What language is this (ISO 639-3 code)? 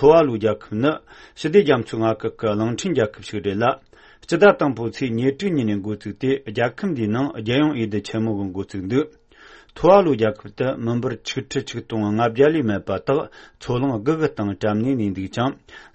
bod